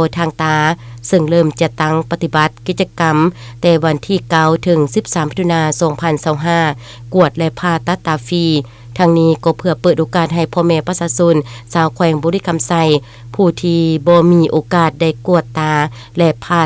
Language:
Lao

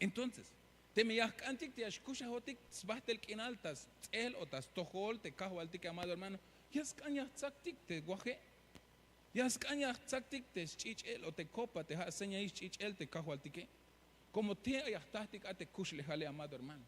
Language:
Tzeltal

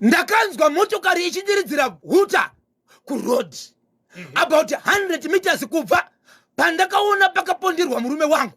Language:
Shona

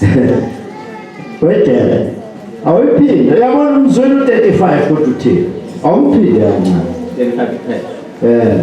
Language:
Zulu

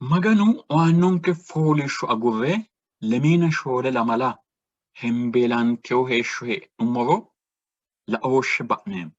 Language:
Sidamo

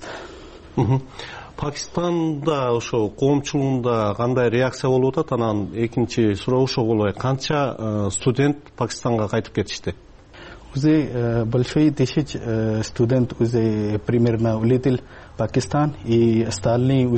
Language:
Kyrgyz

